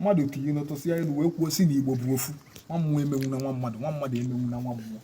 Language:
Igbo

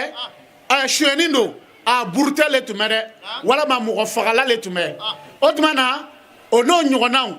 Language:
Bambara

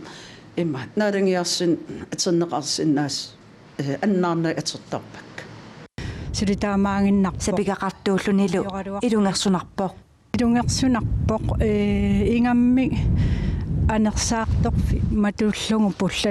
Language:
Kalaallisut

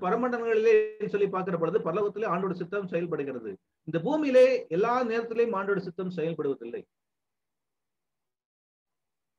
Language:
Tamil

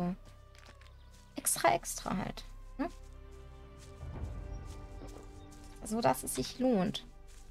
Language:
German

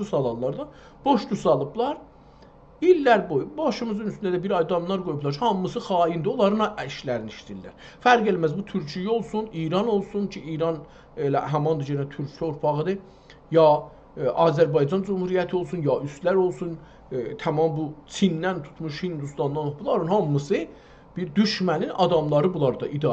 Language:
South Azerbaijani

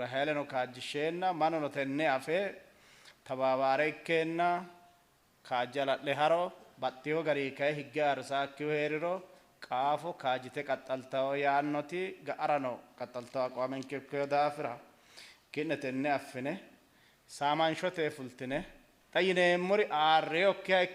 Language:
Sidamo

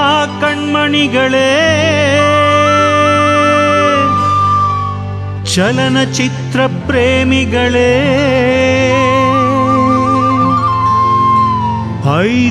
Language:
Kannada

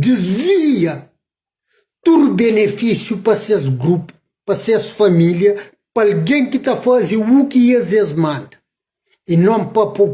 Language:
Kabuverdianu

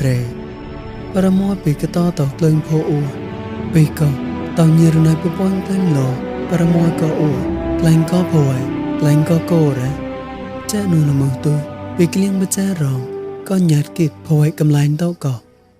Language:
Mon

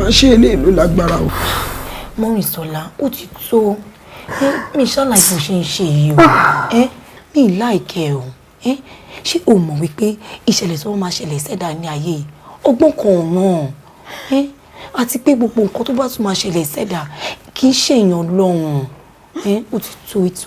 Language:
Yoruba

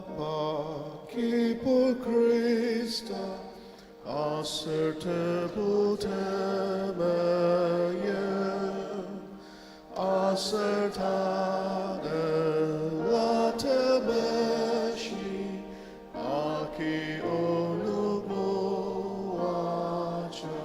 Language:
Ao Naga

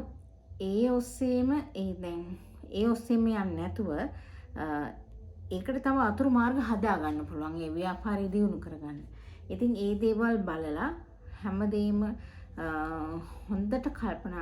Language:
Sinhala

